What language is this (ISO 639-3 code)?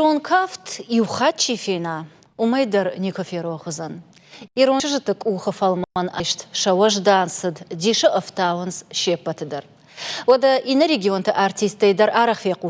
oss